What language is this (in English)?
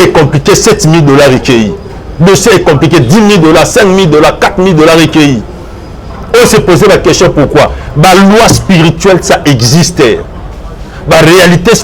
Lingala